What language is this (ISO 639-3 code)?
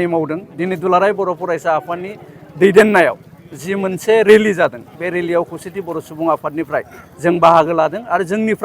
brx